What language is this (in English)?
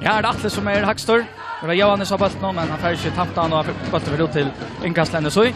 Faroese